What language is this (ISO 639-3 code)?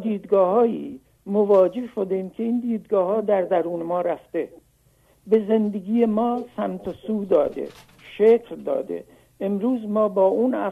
fas